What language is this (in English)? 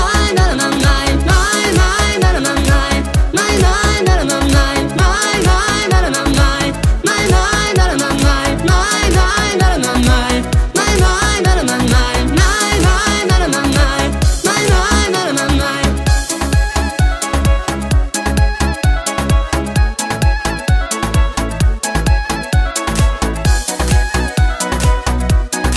Kazakh